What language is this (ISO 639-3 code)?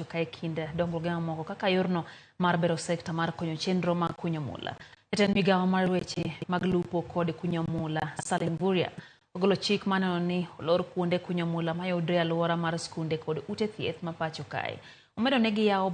luo